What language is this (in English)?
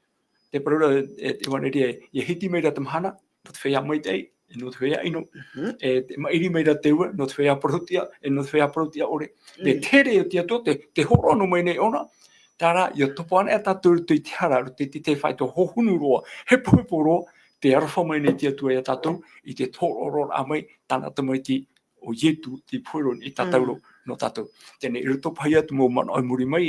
Tahitian